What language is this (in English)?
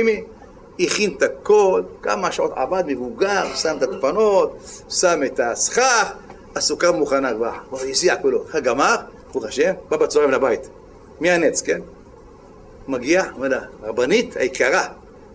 Hebrew